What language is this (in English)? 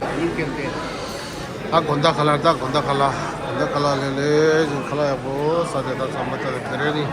Tibetan